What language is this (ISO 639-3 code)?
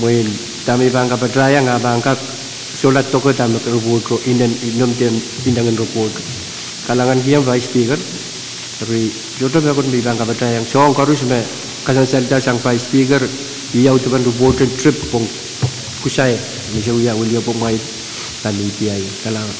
pon